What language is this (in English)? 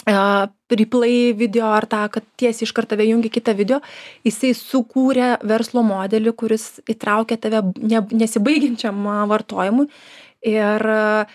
Lithuanian